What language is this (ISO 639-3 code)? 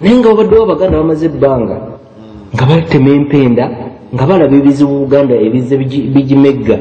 lug